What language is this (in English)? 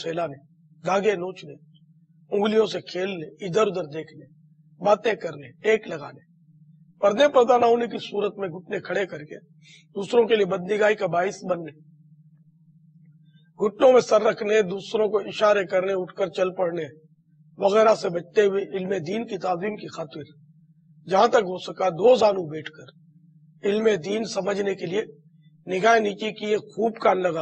Urdu